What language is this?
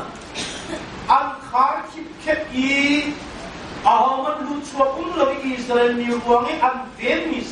Hakha Chin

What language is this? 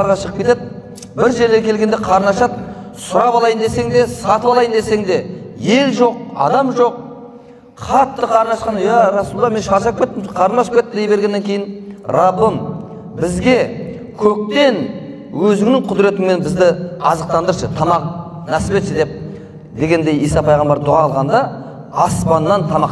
Kazakh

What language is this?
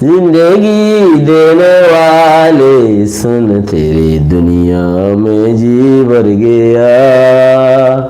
Rohingya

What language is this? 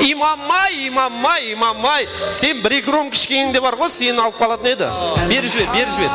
Kara-Kalpak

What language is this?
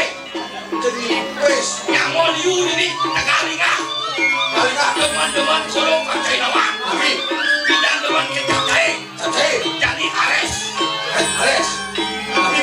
Balinese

